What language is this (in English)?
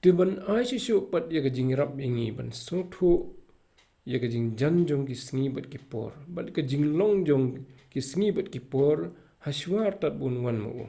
Khasi